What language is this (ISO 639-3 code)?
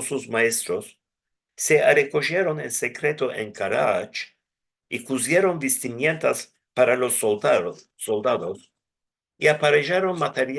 lad